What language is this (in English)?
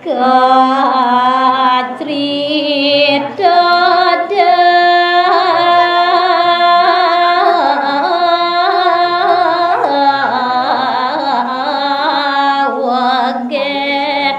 Balinese